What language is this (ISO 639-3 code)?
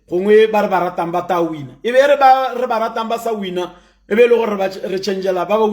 tsn